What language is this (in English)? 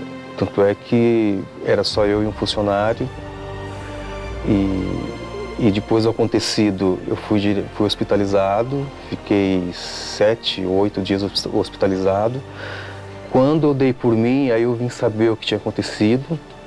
Portuguese